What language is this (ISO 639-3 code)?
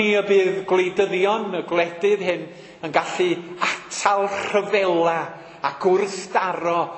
cym